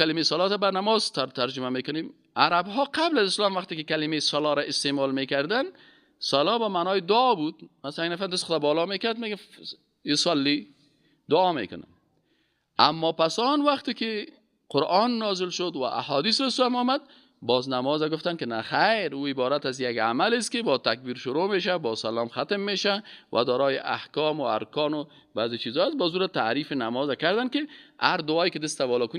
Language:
Persian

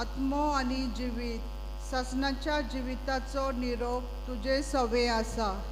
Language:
Konkani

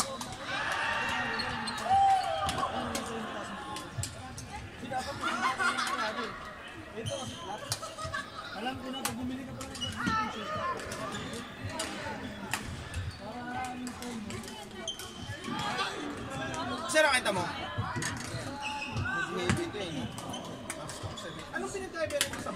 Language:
Filipino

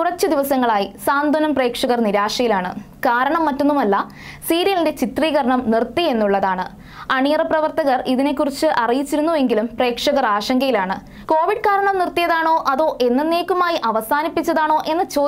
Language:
Malayalam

